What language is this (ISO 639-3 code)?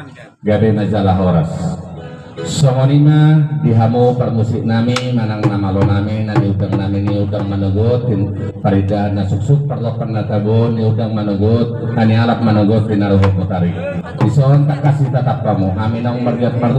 bbc